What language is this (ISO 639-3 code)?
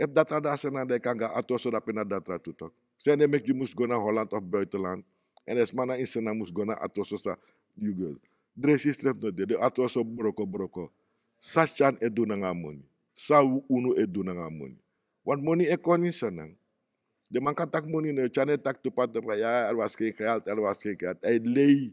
srn